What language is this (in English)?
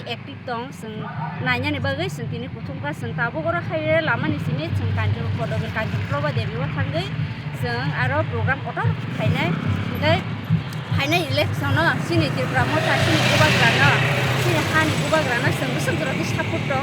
Kok Borok